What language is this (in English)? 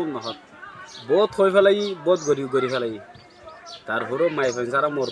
Rohingya